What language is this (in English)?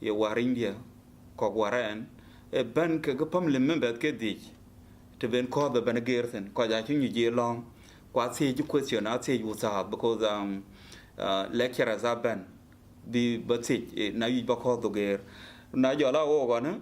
Dinka